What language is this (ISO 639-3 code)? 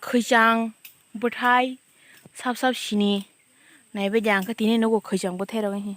trp